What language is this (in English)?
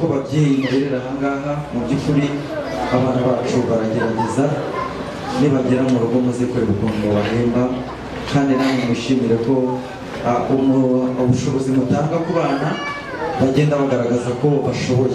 Kinyarwanda